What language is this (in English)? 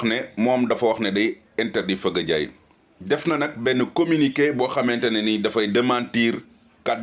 Wolof